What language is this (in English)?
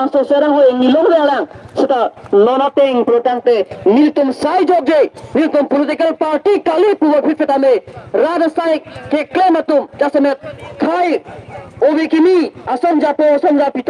Karbi